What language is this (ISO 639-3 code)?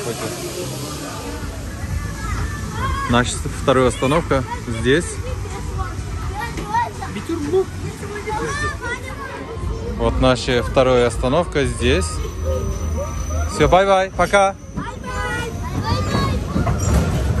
rus